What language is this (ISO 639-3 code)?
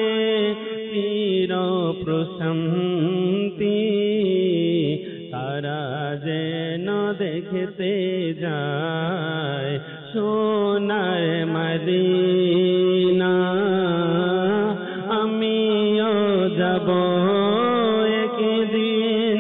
ben